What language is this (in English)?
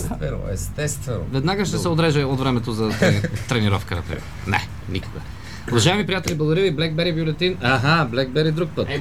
Bulgarian